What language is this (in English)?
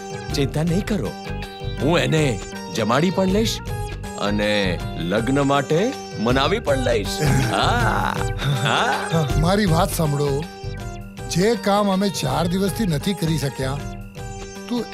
Gujarati